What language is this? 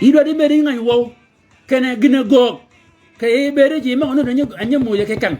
Shilluk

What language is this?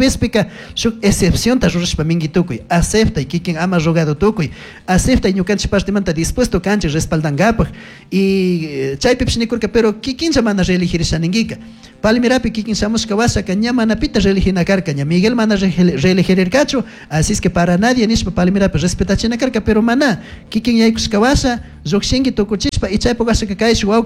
Chimborazo Highland Quichua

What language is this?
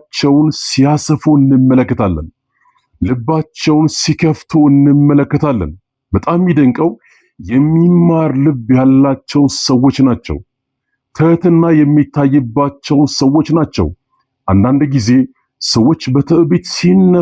Amharic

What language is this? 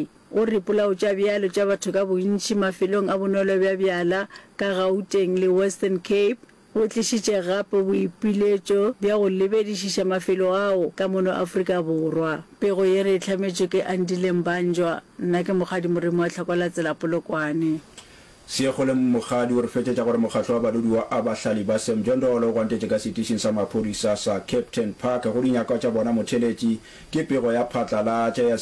Northern Sotho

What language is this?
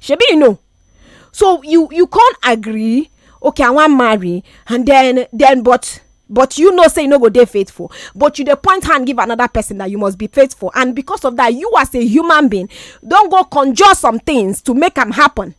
Nigerian Pidgin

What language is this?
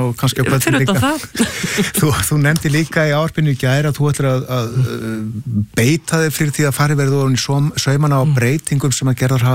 Icelandic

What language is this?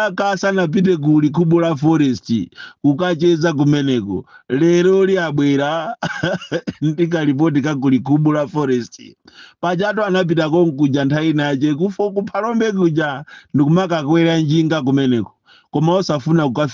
Nyanja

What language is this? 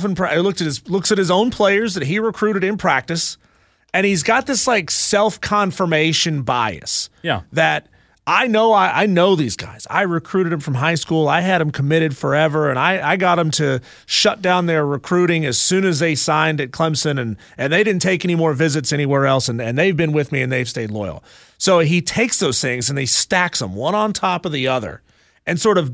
English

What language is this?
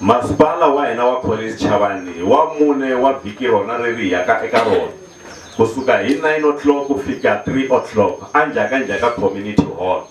Tsonga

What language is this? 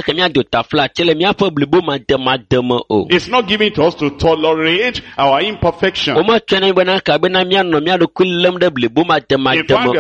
Ewe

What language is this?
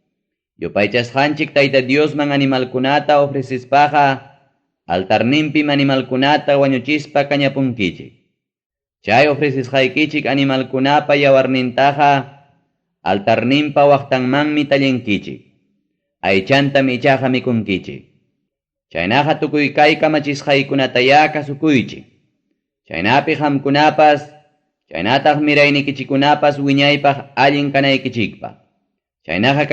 Ayacucho Quechua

